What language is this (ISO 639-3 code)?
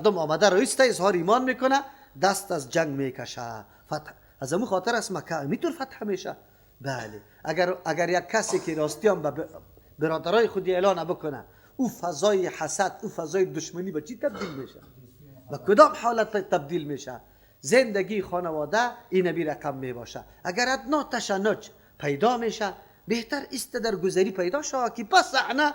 fas